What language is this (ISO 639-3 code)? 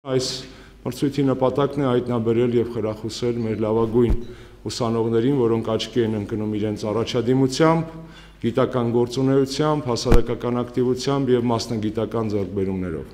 hye